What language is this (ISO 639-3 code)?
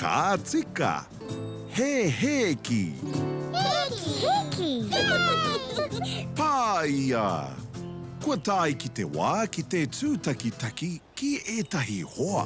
mri